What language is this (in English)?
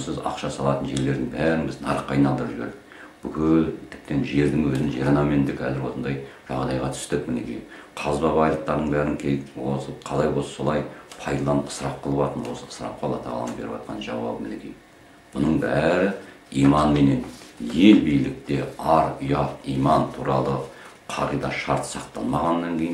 Kazakh